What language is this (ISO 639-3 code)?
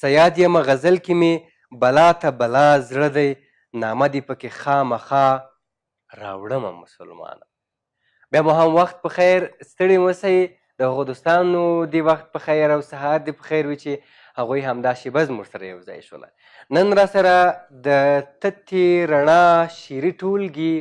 pus